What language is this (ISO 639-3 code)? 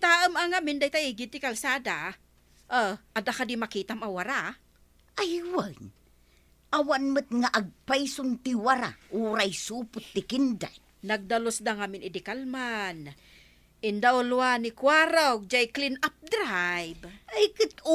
ilo